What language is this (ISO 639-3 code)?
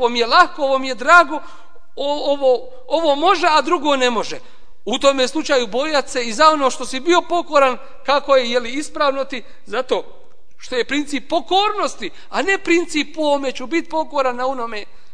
bos